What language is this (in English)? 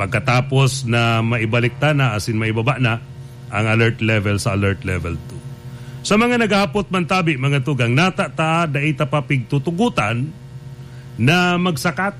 Bikol